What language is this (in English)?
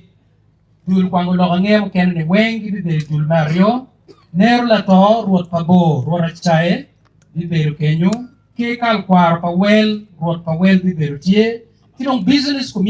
Acoli